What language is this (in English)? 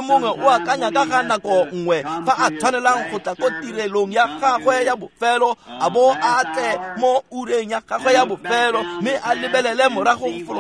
Tswana